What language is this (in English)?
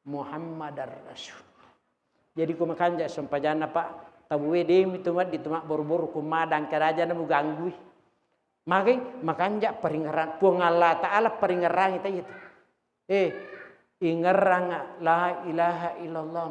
Buginese